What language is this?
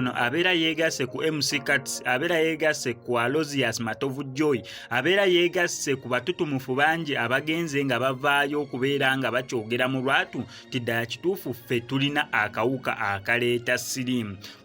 Ganda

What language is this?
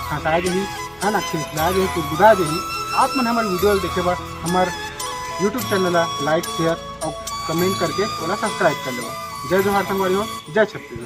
Chhattisgarhi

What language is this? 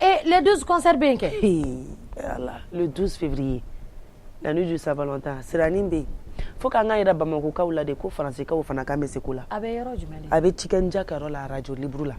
Bambara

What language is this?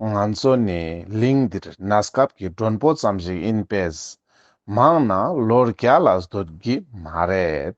Ladakhi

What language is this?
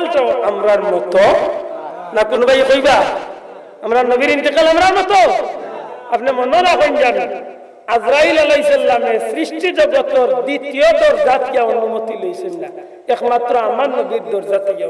Sylheti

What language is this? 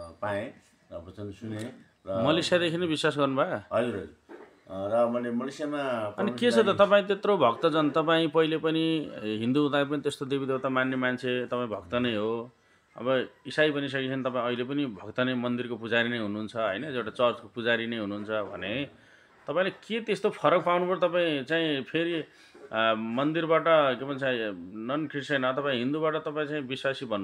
Nepali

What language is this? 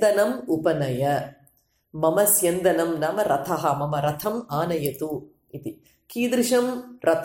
Sanskrit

